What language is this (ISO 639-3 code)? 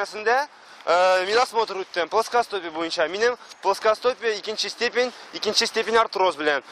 tat